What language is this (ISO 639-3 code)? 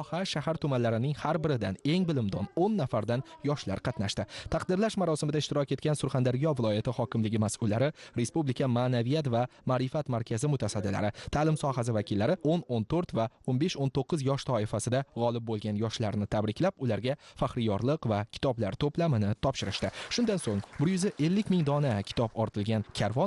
uzb